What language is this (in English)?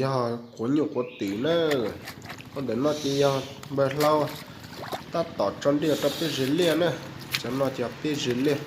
Hmong